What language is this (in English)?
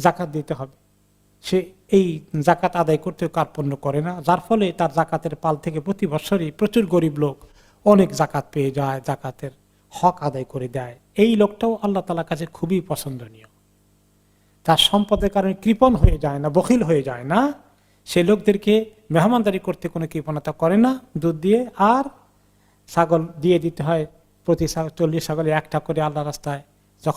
Bangla